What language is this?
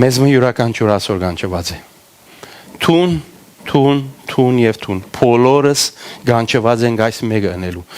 Western Armenian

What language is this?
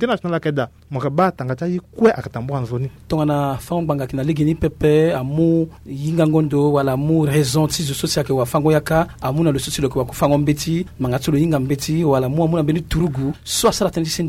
Sango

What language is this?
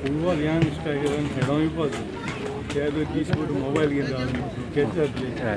Konkani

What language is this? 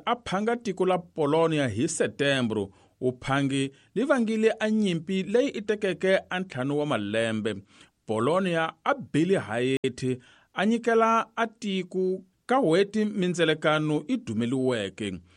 Tsonga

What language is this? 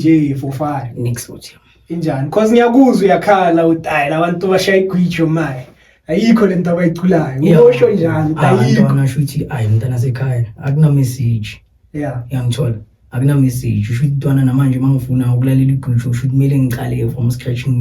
Zulu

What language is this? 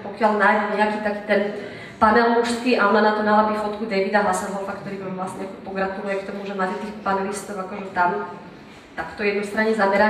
Slovak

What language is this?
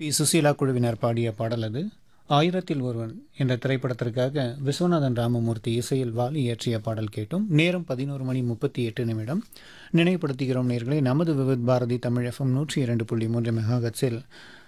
Tamil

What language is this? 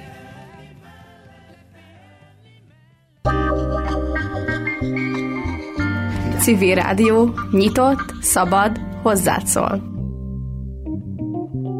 Hungarian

